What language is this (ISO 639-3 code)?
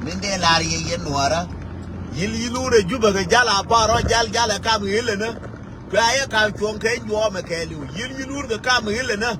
nus